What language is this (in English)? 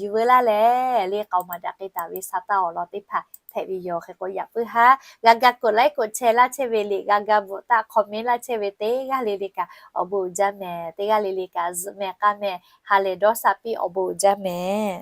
Lahu